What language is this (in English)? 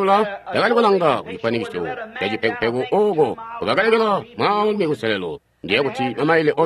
Tonga (Zambia)